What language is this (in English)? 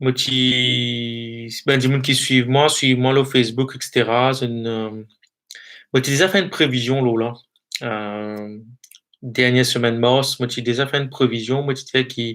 Morisyen